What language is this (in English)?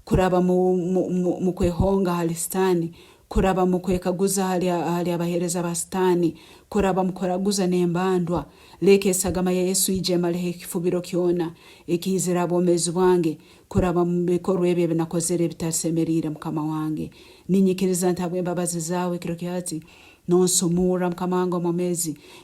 Nyankole